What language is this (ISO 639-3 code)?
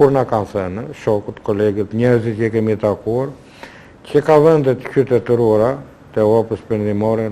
sqi